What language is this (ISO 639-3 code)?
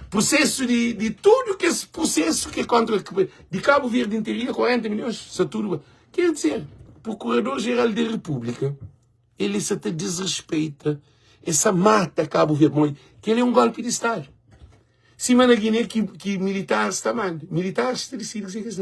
kea